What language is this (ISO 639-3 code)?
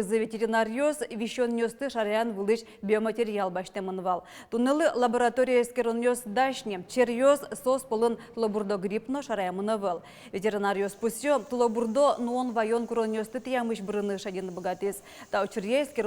udm